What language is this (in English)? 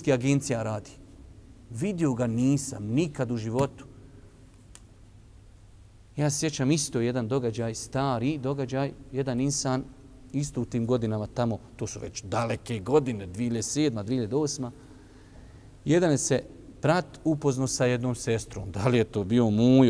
Bosnian